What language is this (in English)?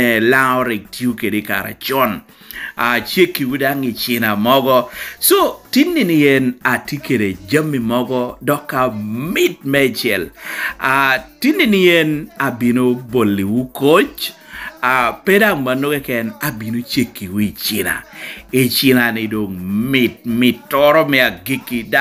Lango (Uganda)